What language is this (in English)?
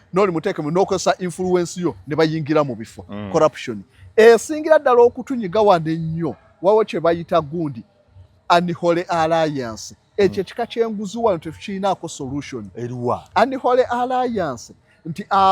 Ganda